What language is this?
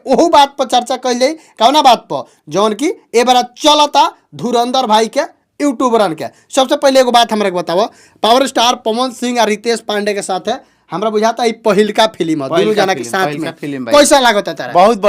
Bhojpuri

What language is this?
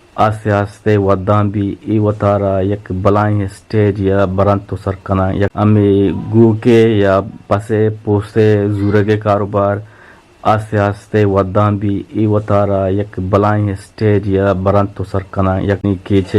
Eastern Balochi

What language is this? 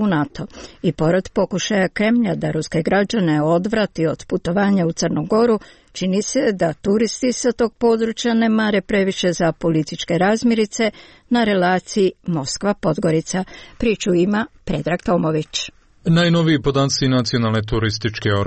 Croatian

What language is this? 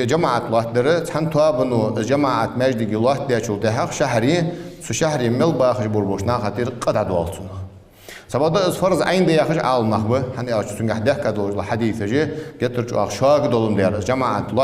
Ingush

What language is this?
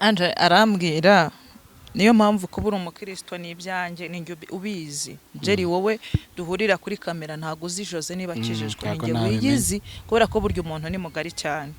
Kinyarwanda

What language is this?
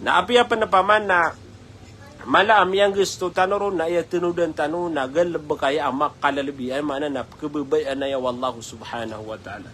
Maranao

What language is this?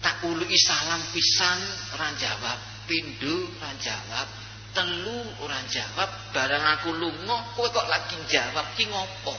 Javanese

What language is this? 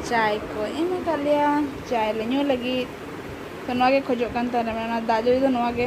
Santali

